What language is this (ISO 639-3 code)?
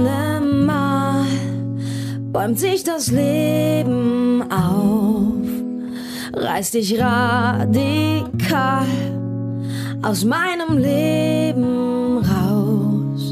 deu